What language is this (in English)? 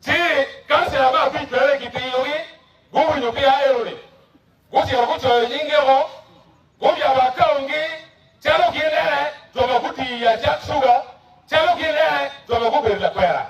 Acoli